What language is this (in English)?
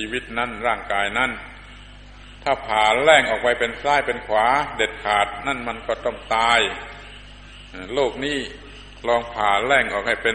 Thai